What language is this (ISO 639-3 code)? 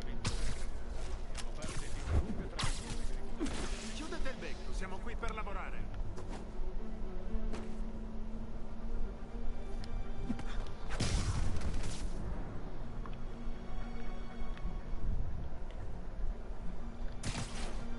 ita